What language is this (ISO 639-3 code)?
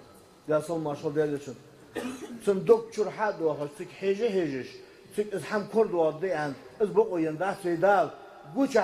inh